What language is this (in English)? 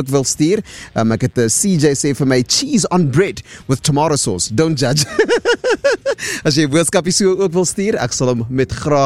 Afrikaans